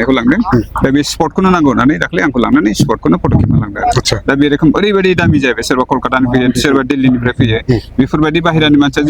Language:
Bodo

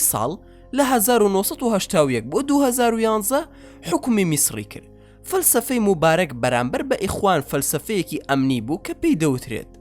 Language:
Central Kurdish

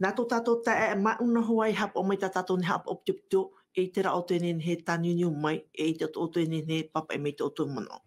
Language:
Tahitian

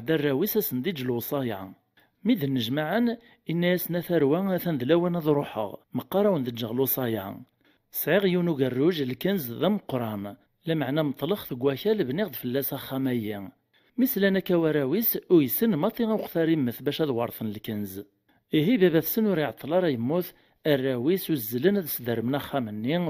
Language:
Kabyle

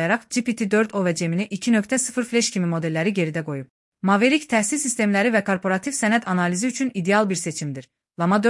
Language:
Azerbaijani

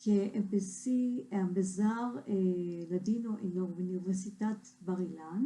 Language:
Ladino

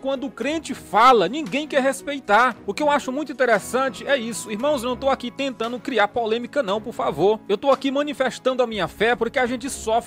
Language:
Portuguese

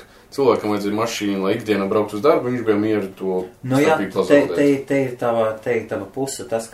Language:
Latvian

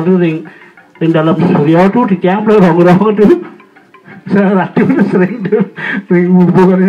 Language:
Balinese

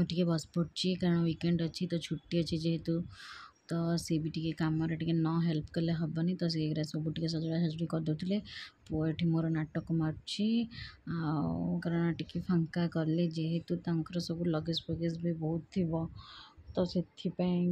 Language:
Odia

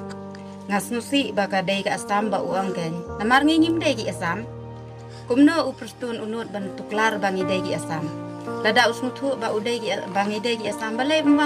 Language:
Khasi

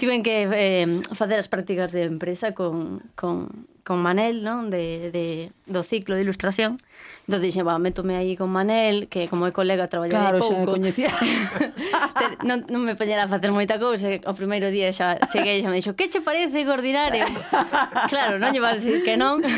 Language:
Galician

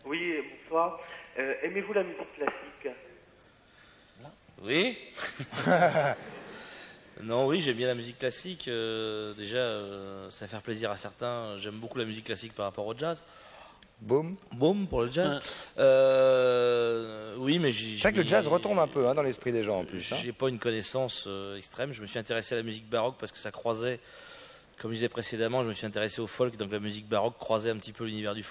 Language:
French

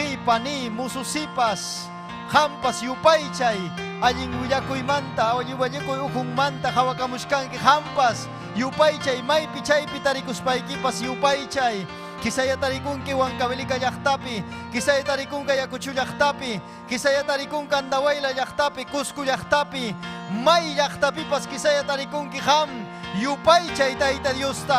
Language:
Ayacucho Quechua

